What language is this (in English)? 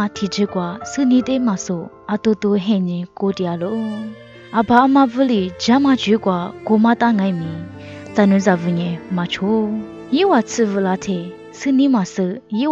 Lisu